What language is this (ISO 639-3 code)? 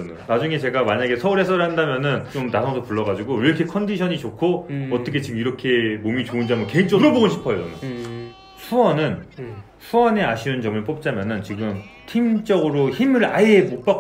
kor